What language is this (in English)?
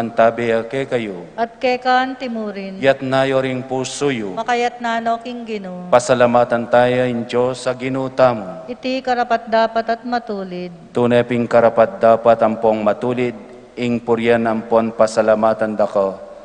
Pampanga